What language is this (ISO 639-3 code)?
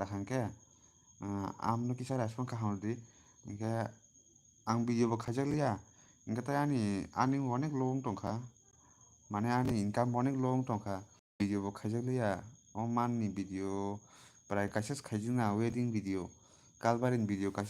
trp